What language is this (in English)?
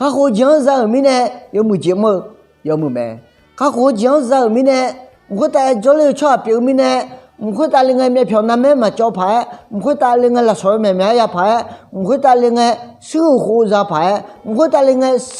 Akha